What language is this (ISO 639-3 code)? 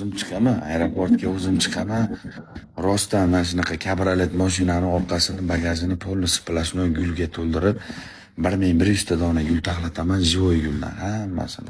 uzb